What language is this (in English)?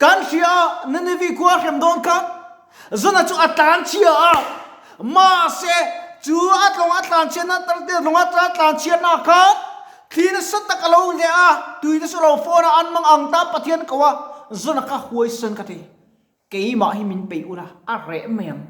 Mizo